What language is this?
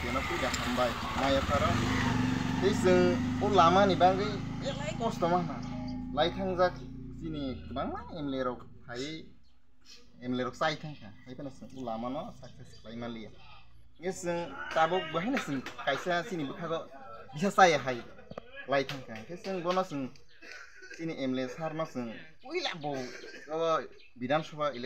Kok Borok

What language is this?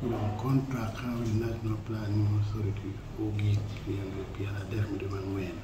Acoli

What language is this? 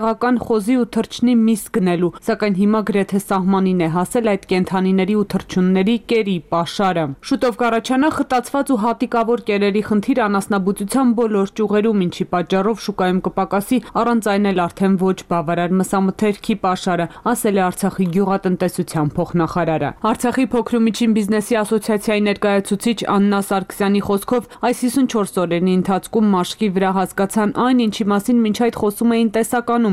Armenian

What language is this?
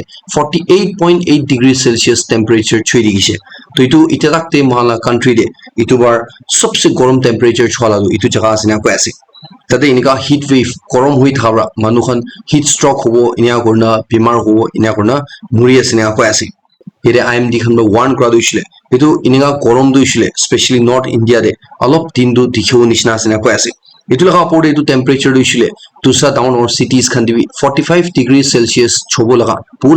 Naga Pidgin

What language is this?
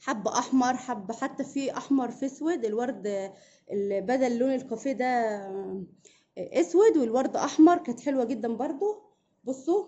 Egyptian Arabic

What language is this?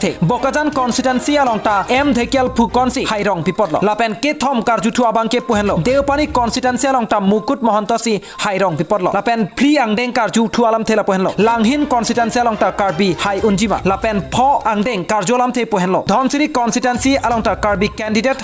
Karbi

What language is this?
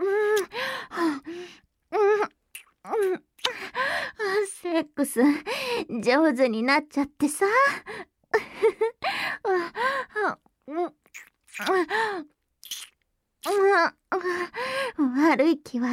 Japanese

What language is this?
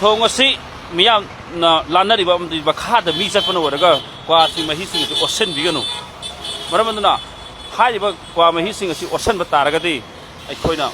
Manipuri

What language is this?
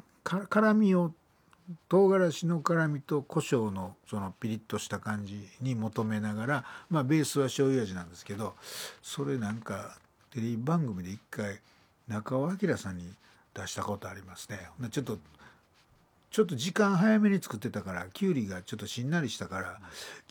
Japanese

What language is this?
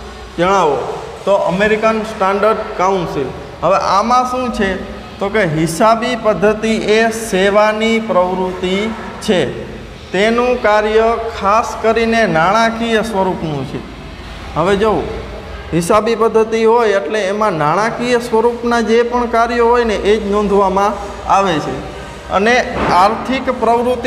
Gujarati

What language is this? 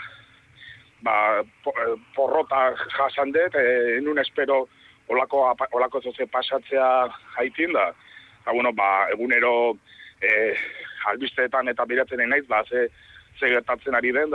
Basque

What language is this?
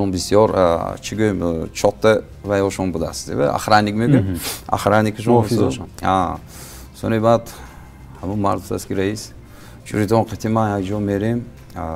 Tajik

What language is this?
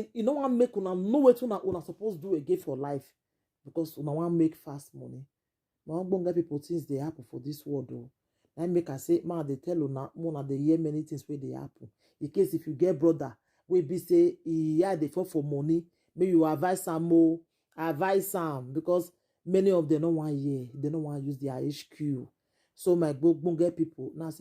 Nigerian Pidgin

